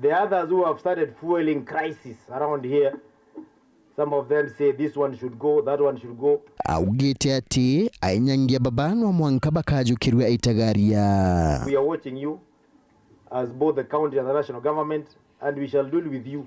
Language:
Meru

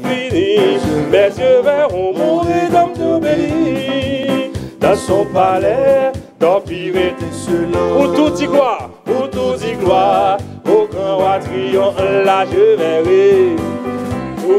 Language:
Haitian Creole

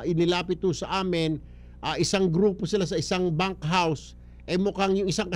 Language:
Filipino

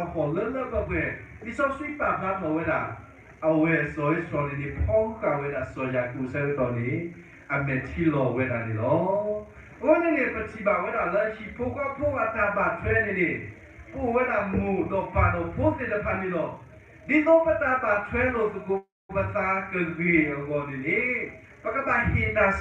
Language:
S'gaw Karen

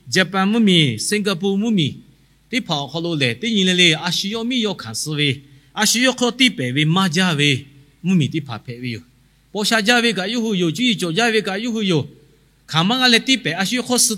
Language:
Lahu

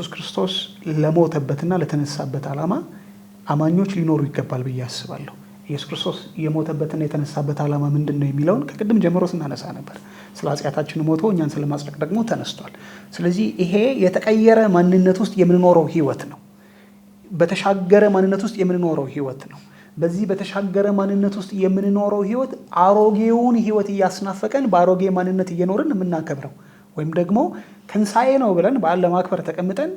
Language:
Amharic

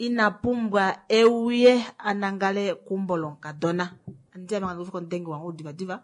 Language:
Kuanyama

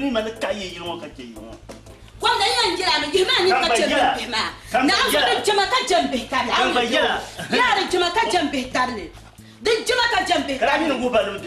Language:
Dagbani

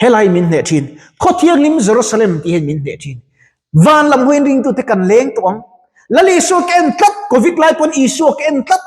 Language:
Mizo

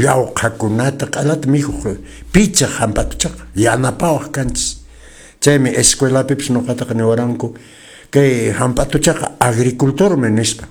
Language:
Quechua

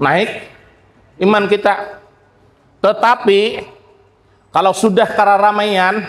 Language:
Banjar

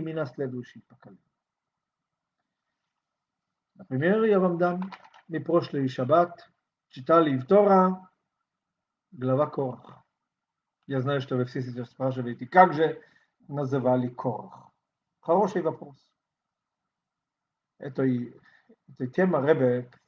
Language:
Russian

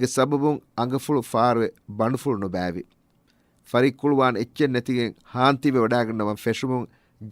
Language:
Divehi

